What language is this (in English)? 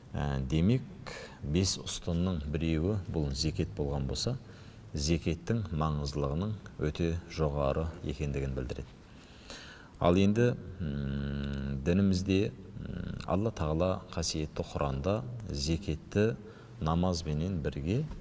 Kazakh